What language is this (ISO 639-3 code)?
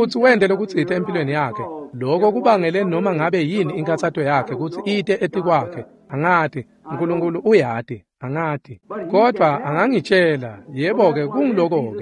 ssw